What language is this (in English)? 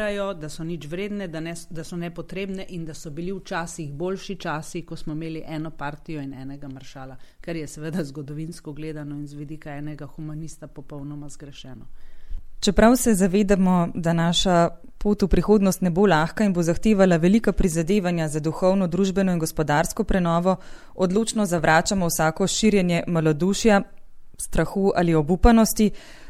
Slovenian